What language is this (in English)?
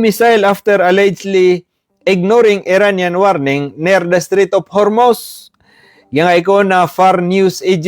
Maranao